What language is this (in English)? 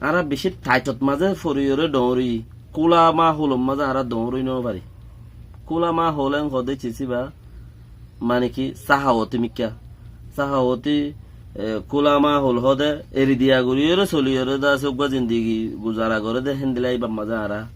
Rohingya